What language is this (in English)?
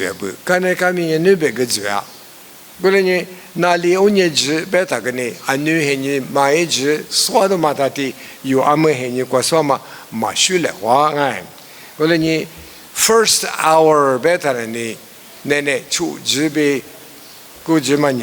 Lisu